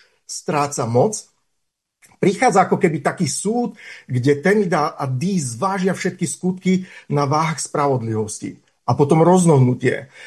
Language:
Slovak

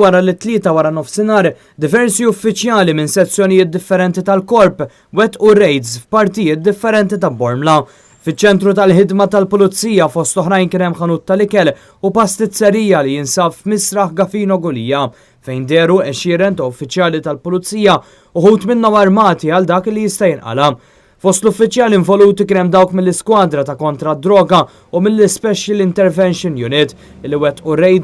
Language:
Maltese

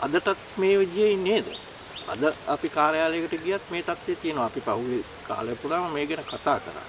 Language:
Sinhala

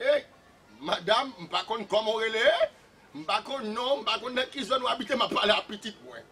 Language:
Haitian Creole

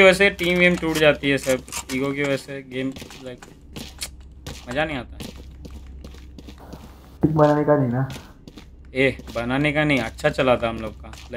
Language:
Hindi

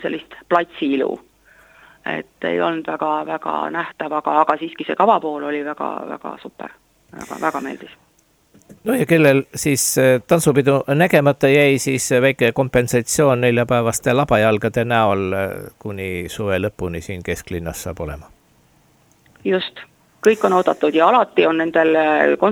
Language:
Estonian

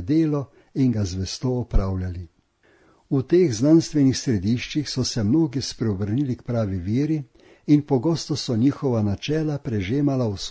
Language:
Slovenian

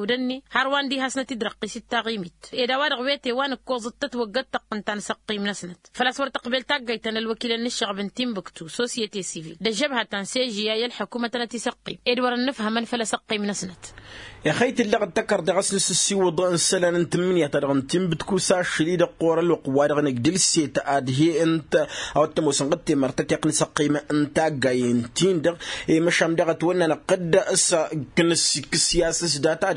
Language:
Tamasheq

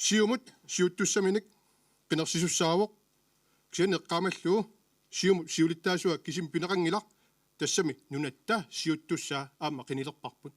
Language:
Kalaallisut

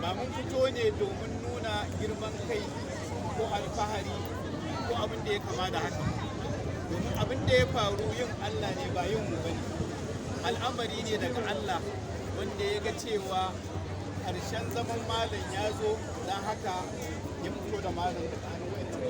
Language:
Hausa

